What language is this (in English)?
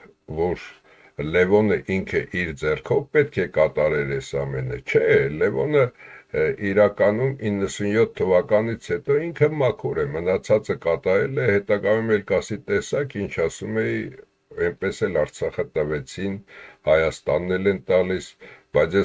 Armenian